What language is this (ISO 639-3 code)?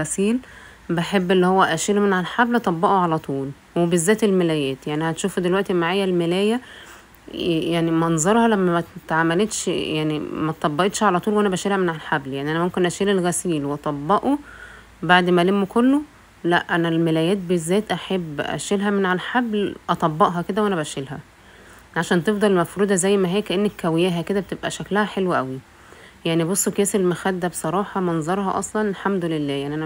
arz